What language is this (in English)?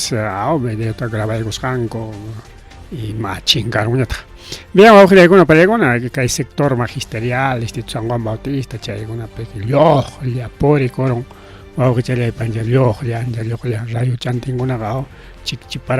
Ayacucho Quechua